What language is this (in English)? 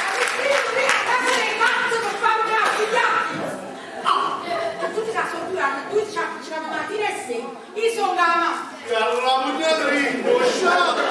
Neapolitan